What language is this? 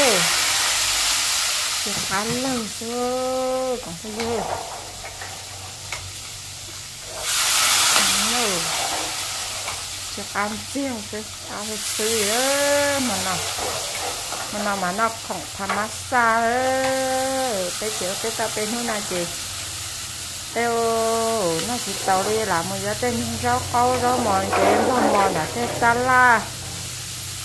Vietnamese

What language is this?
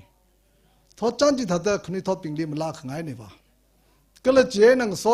Tangkhul Naga (India)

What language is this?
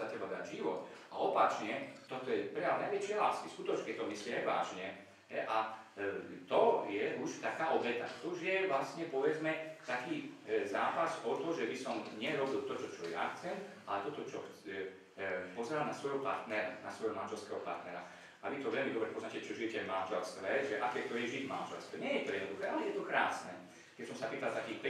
Slovak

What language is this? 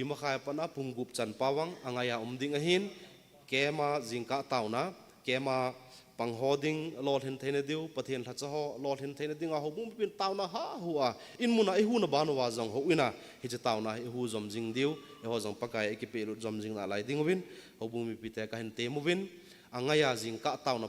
Thado Chin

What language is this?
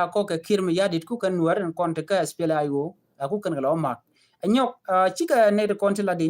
Nuer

